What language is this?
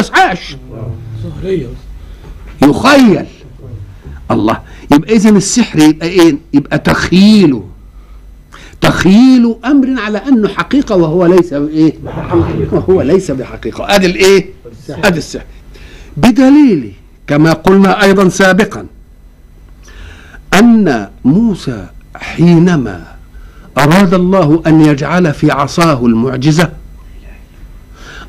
Egyptian Arabic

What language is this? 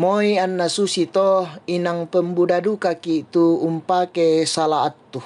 Toraja-Sa'dan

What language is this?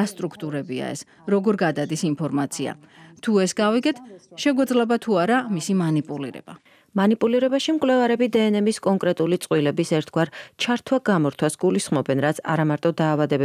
Georgian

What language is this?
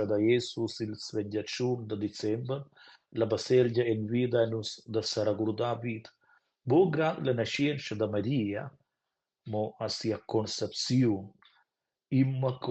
Romansh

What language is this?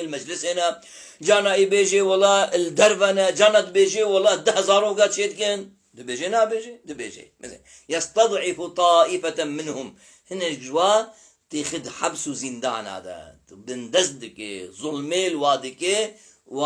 Kurdish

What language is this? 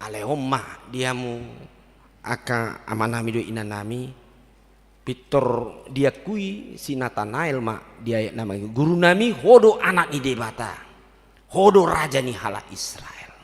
Batak Toba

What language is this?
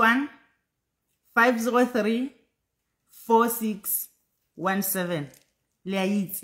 Southern Sotho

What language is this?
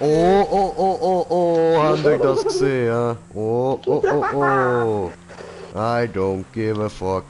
Swiss German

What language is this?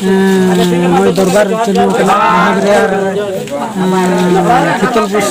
Santali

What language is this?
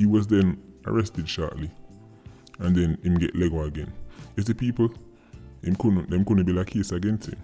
Jamaican Creole English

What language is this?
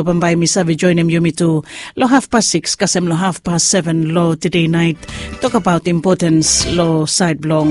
Bislama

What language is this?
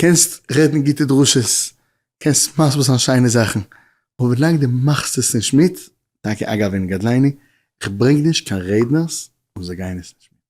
Yiddish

